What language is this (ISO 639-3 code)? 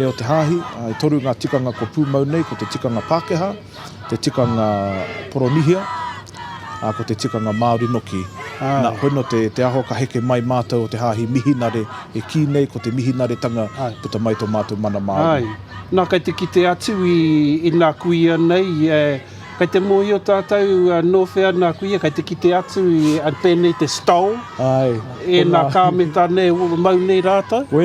mri